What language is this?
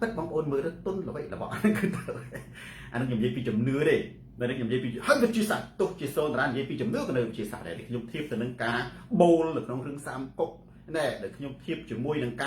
Khmer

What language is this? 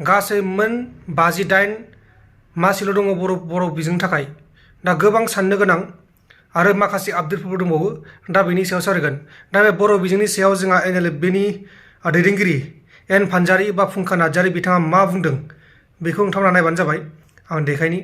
Bodo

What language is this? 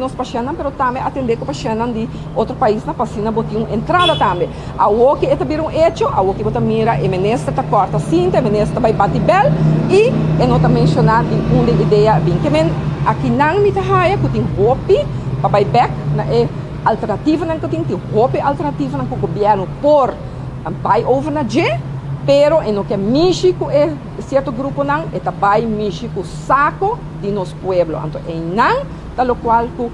Papiamento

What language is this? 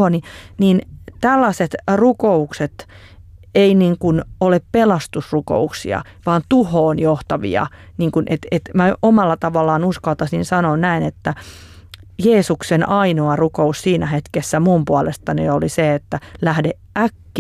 Finnish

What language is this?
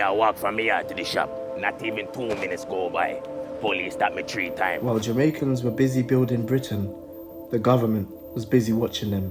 Jamaican Creole English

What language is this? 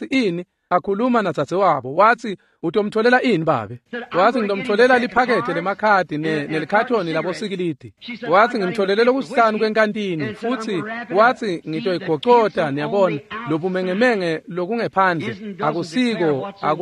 Swati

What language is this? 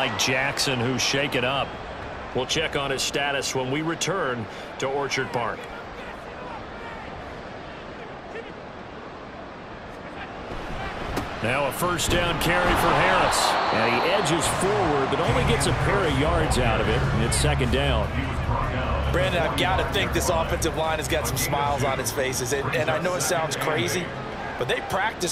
English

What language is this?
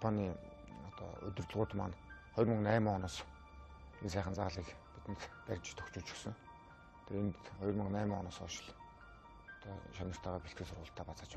Mongolian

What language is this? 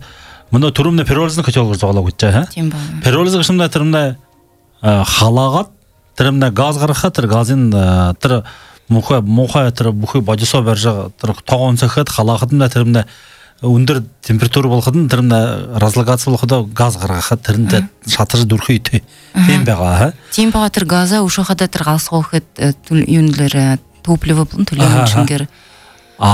Belarusian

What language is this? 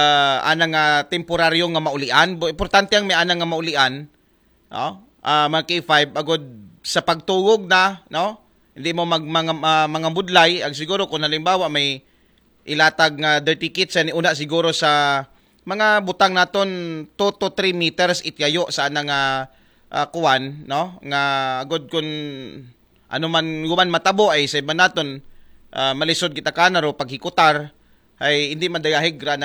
Aklanon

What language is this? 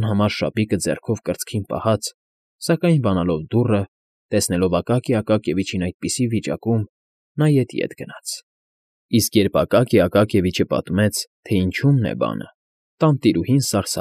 Armenian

